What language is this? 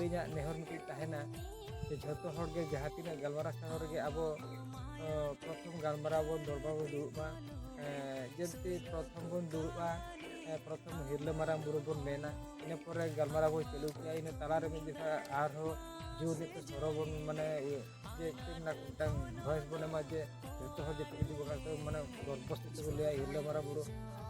Santali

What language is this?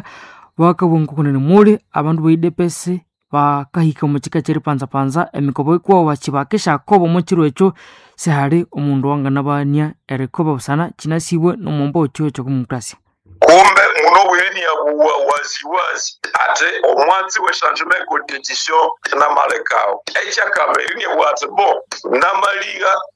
Nande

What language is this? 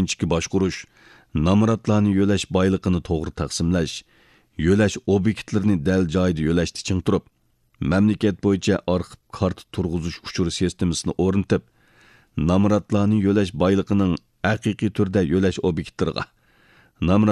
Uyghur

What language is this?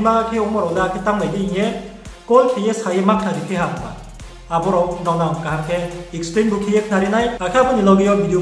Riang (India)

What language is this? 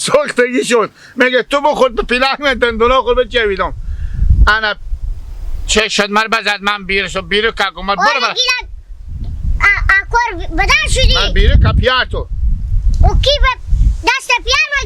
Hazaragi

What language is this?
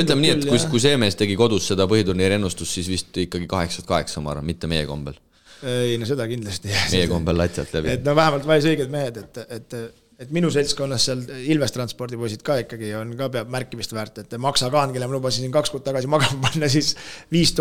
Estonian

